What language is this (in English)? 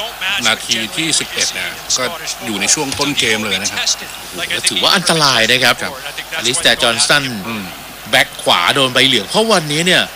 Thai